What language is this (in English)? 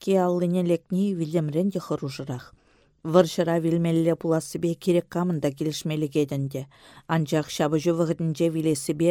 Chuvash